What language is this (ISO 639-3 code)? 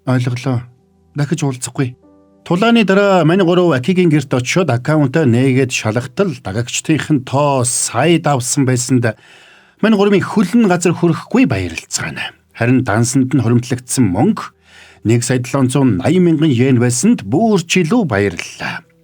mon